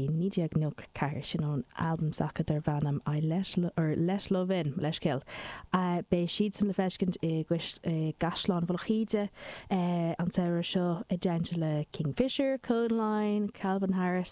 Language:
Irish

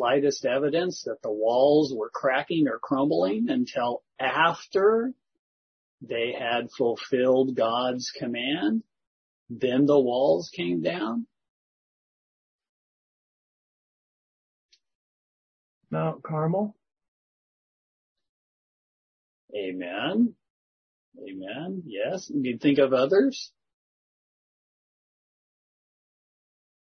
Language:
English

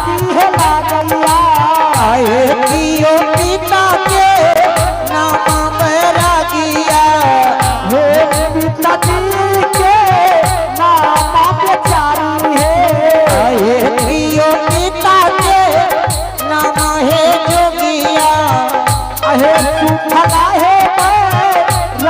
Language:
Angika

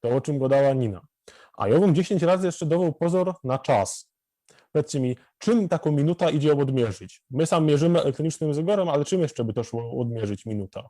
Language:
Silesian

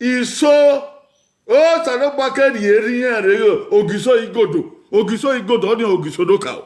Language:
Bini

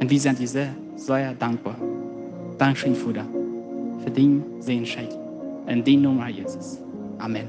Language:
Plautdietsch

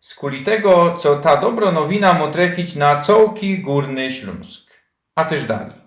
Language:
Silesian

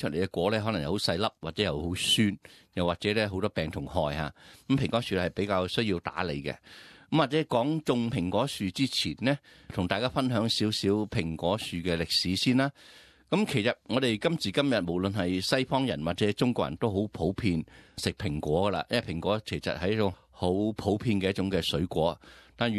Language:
Cantonese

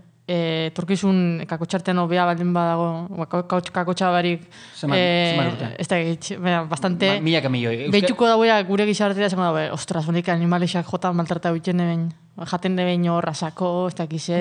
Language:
Basque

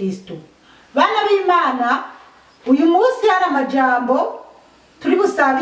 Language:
Rundi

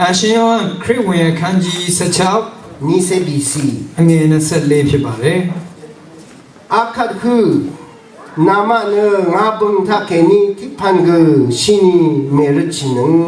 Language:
Rawang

